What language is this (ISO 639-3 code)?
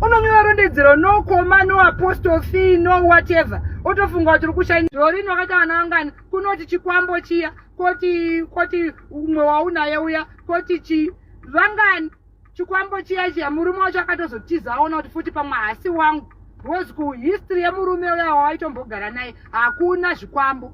sna